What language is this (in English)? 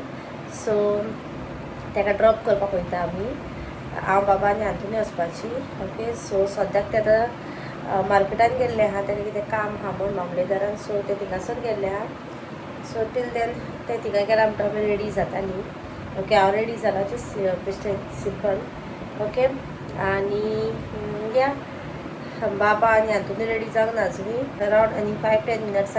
Konkani